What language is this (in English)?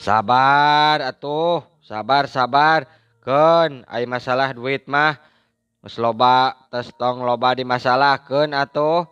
Sundanese